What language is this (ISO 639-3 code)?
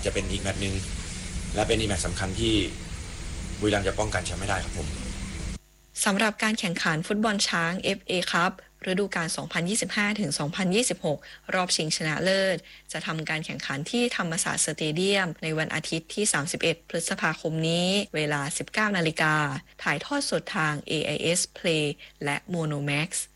tha